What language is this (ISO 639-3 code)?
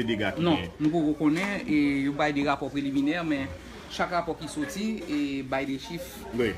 hat